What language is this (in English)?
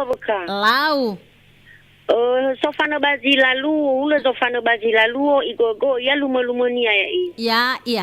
Nias